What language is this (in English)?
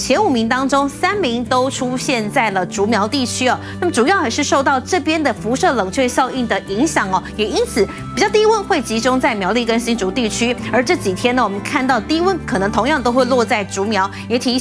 Chinese